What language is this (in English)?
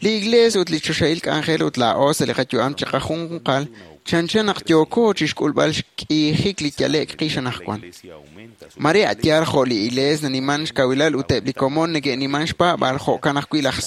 Kekchí